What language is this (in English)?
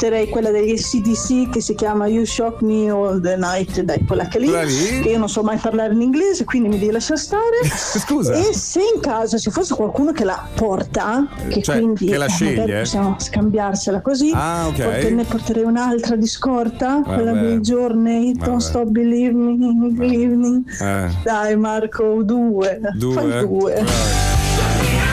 Italian